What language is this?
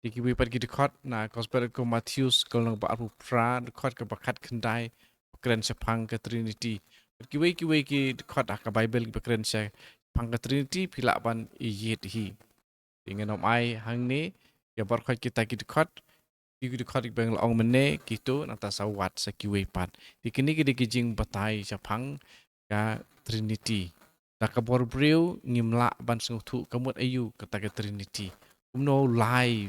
Khasi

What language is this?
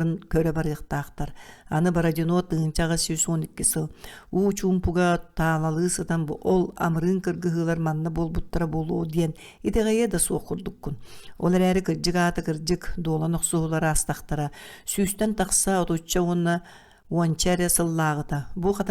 Yakut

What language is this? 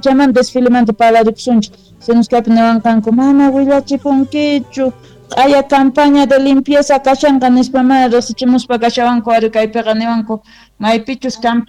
South Bolivian Quechua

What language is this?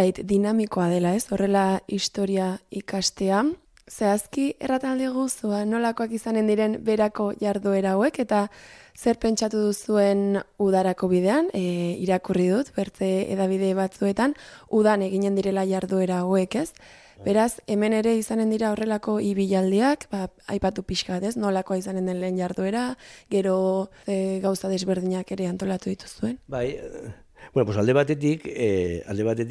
Basque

